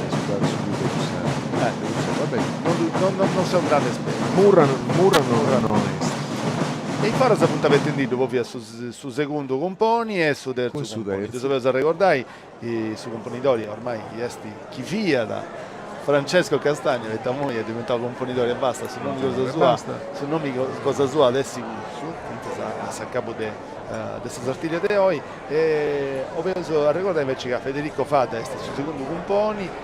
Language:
Sardinian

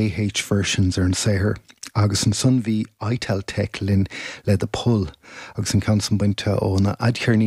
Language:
Irish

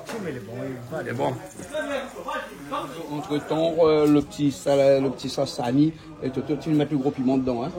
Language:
Réunion Creole French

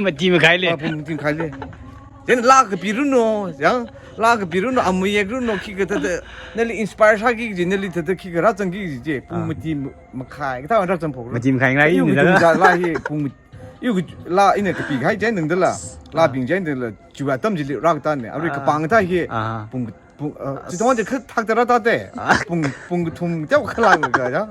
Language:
Tangkhul Naga (India)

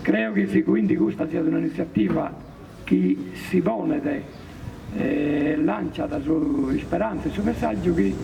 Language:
Sardinian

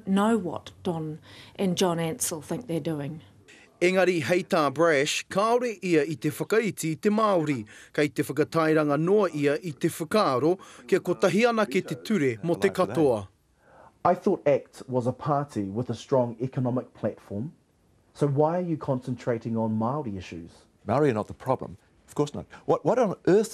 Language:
Māori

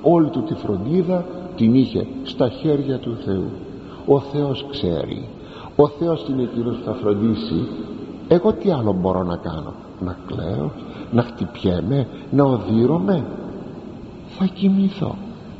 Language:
Greek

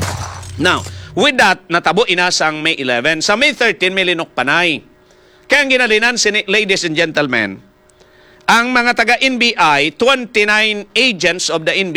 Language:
Hiligaynon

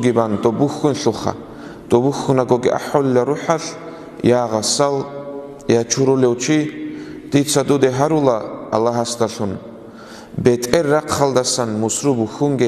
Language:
Avaric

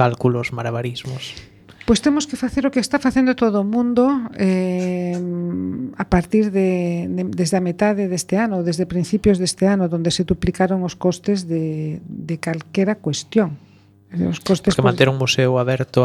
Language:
Galician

